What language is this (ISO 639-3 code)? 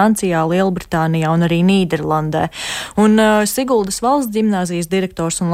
lav